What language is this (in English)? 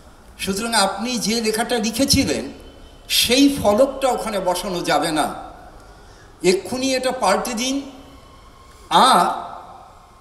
Bangla